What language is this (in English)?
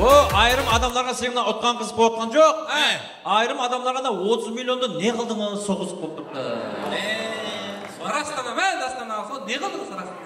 Kara-Kalpak